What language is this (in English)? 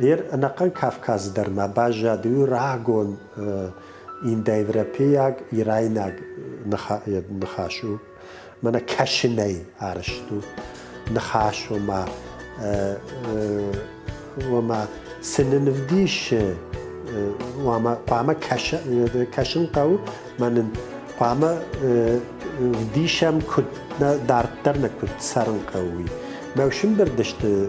Ossetic